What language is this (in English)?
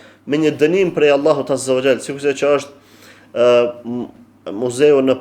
Albanian